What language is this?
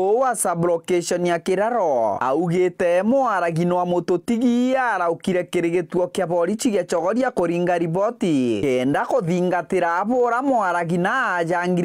Meru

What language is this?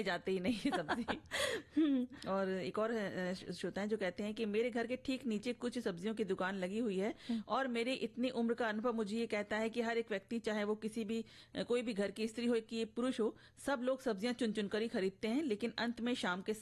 Hindi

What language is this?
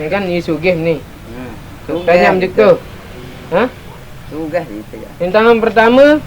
Sasak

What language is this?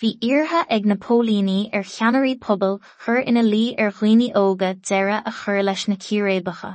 Irish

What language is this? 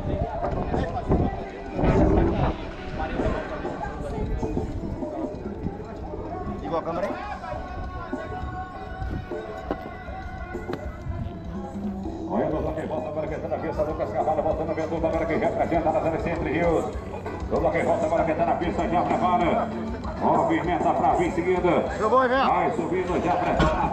Portuguese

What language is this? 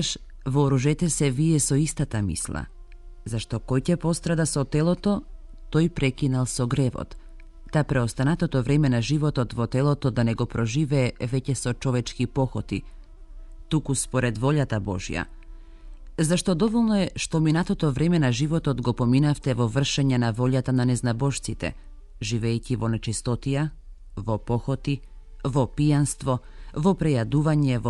Macedonian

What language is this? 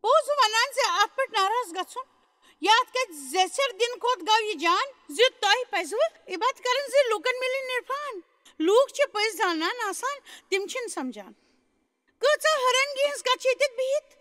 Kashmiri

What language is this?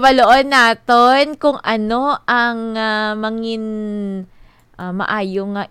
Hiligaynon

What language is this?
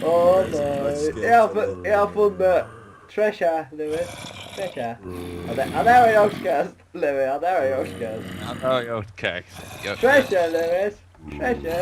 Faroese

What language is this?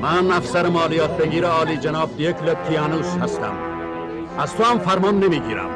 Tajik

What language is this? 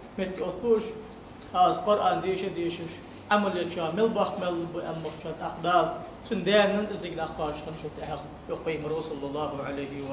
Ingush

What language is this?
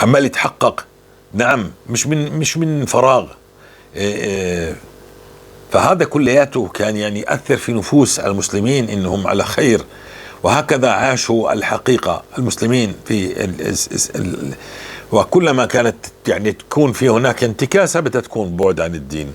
North Levantine Arabic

